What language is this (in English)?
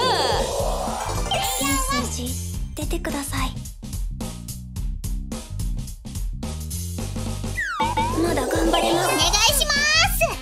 Japanese